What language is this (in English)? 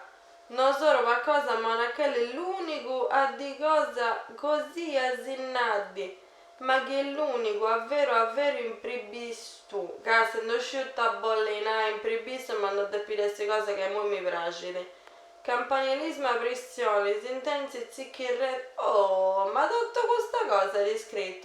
Sardinian